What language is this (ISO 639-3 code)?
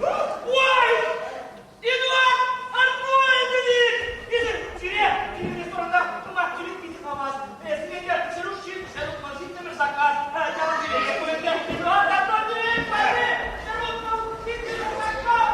chv